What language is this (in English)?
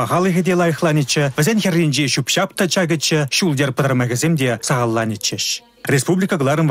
Chuvash